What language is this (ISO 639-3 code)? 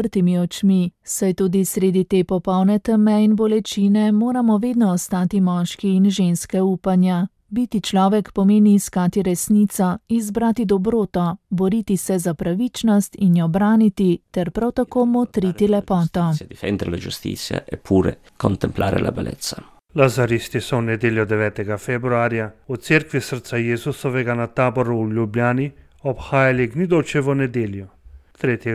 slv